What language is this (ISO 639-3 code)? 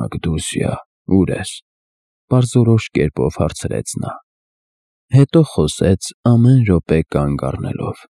hye